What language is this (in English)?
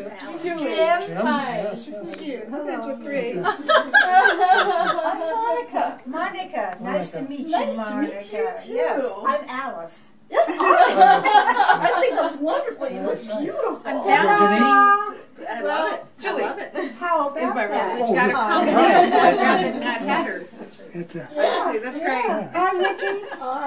English